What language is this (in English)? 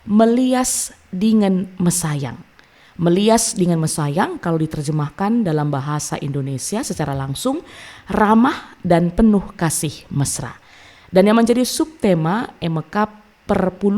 Batak Karo